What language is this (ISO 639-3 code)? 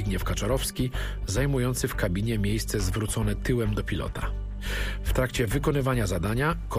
pol